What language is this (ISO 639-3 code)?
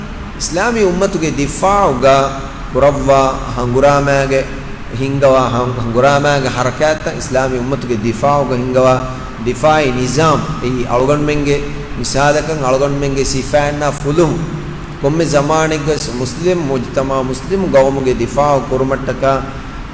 div